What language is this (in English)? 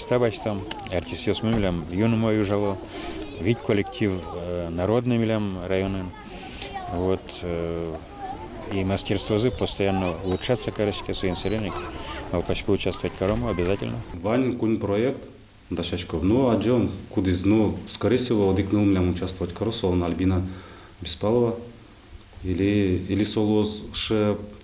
Udmurt